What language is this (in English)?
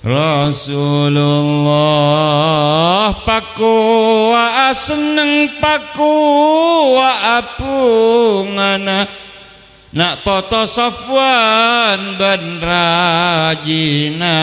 Madurese